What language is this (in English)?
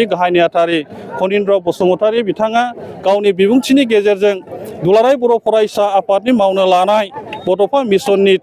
Bodo